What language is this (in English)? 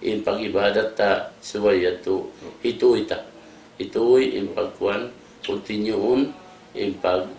Tausug